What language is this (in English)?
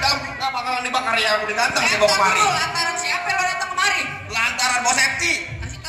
Betawi